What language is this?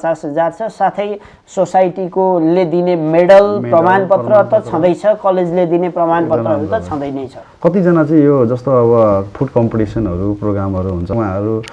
Nepali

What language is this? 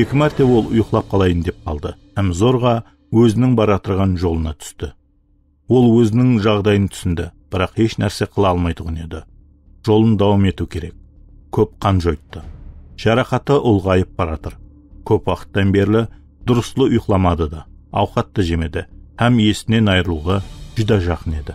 Kara-Kalpak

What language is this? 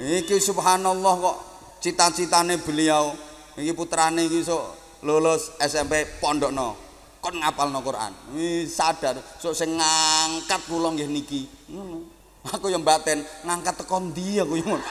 Javanese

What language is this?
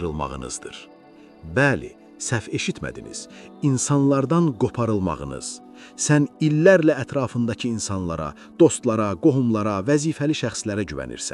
Azerbaijani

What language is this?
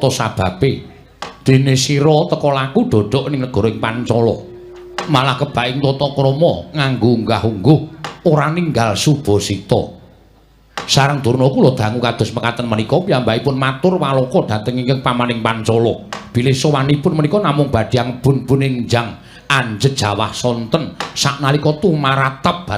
Javanese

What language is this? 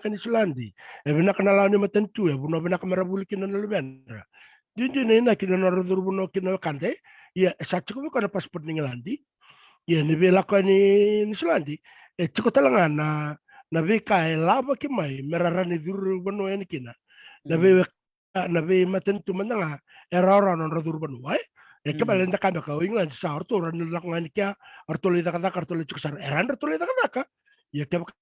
Fijian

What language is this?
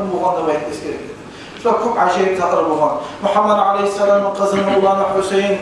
Kumyk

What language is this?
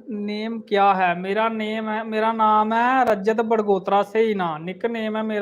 Dogri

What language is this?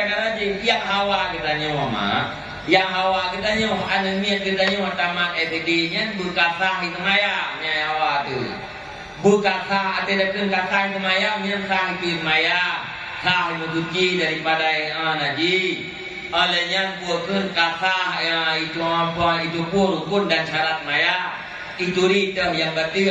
Achinese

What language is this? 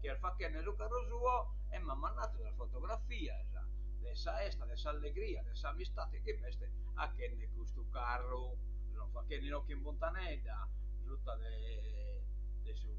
Sardinian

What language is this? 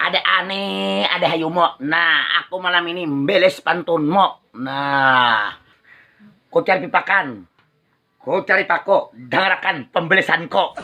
Banjar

